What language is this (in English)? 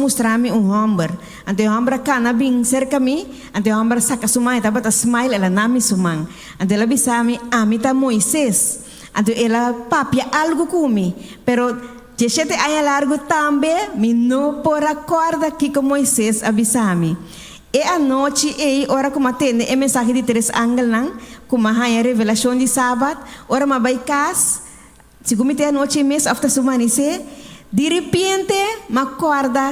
Papiamento